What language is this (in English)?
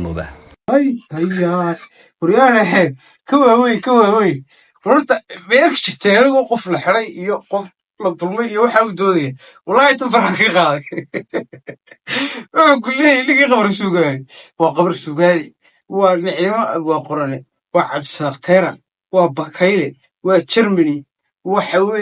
Somali